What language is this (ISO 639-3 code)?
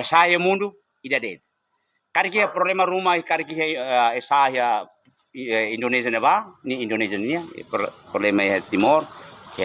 tet